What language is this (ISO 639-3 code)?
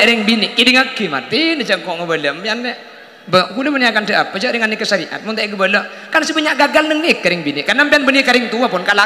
mad